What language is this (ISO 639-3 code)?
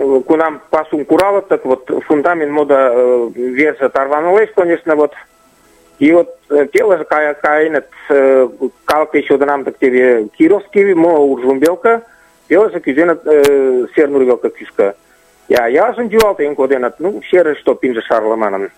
chm